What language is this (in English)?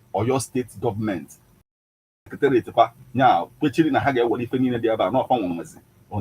Igbo